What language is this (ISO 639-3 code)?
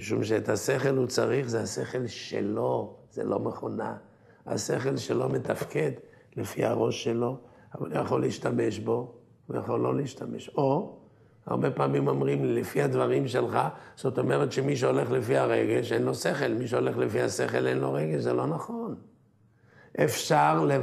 heb